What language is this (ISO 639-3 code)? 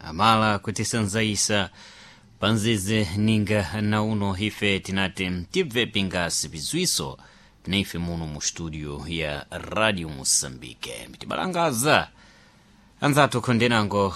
seh